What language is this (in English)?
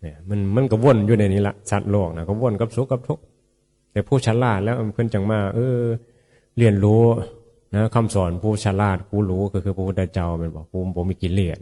Northeastern Thai